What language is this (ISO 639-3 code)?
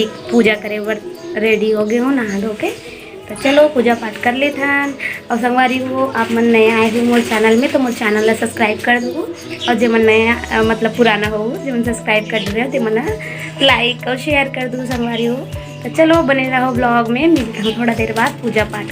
hne